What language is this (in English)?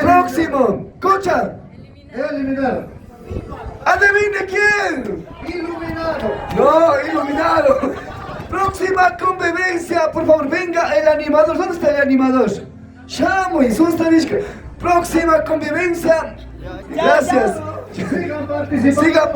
Chimborazo Highland Quichua